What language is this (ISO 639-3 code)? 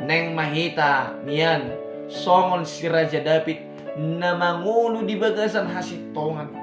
bbc